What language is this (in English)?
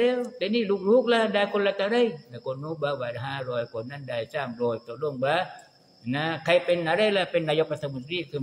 Thai